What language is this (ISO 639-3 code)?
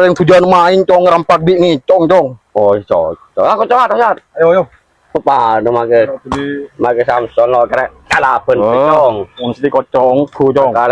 mad